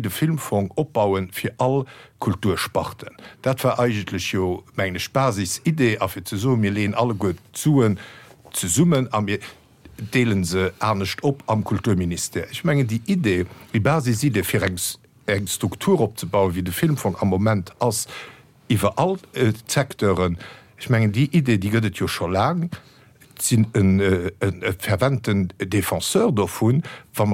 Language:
Luxembourgish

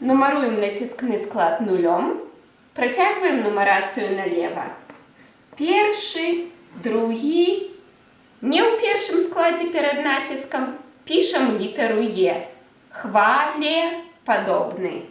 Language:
Belarusian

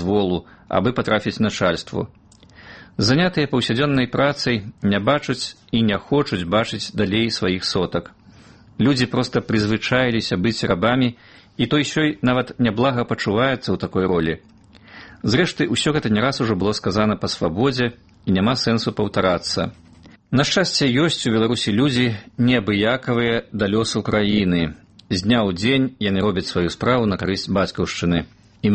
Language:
Belarusian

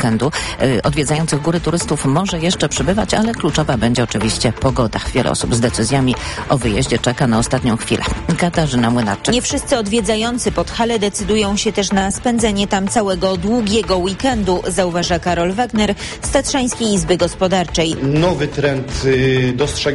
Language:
Polish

